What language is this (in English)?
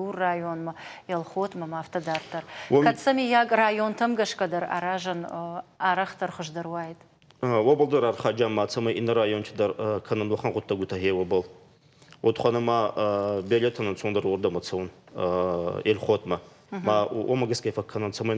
Ossetic